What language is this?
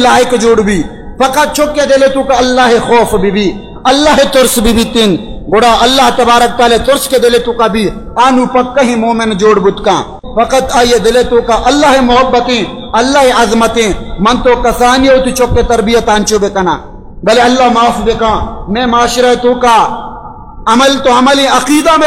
Baluchi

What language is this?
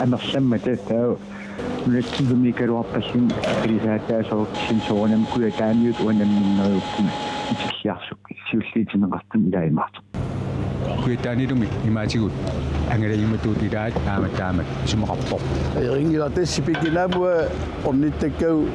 Kalaallisut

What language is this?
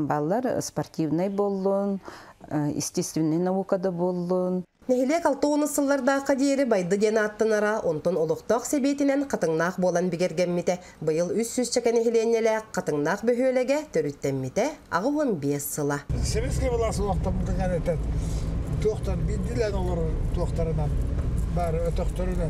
Yakut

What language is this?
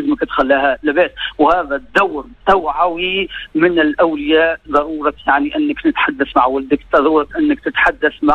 Tunisian Arabic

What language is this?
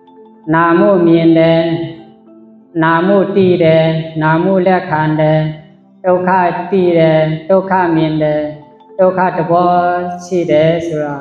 Shan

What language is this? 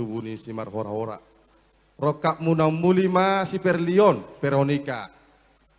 Batak Toba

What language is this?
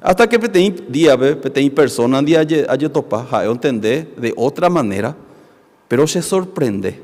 Guarani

